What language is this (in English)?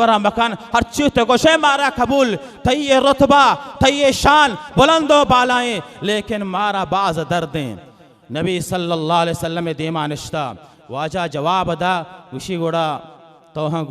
Baluchi